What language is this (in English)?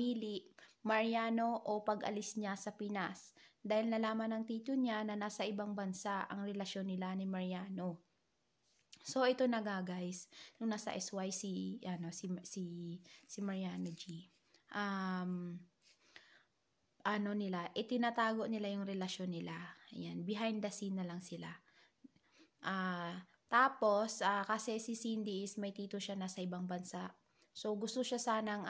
Filipino